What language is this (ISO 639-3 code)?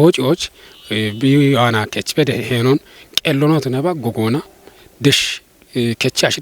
kbr